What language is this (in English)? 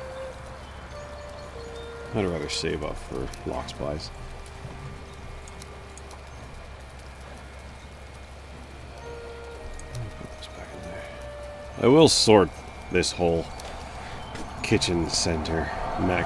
English